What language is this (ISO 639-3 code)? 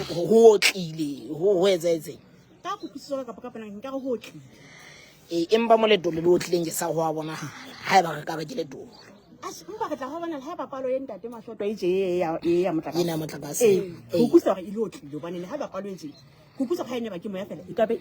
sot